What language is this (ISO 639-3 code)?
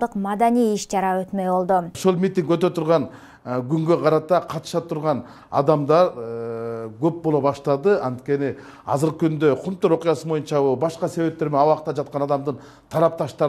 kir